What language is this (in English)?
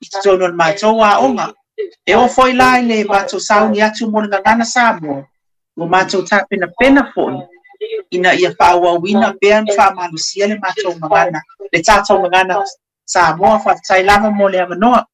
Samoan